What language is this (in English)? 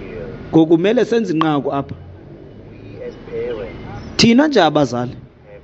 Xhosa